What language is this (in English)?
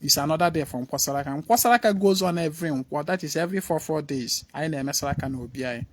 Igbo